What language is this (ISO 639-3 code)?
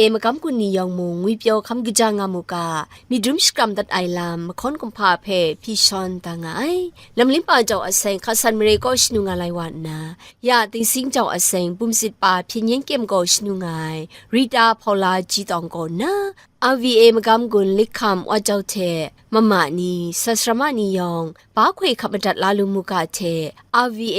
kac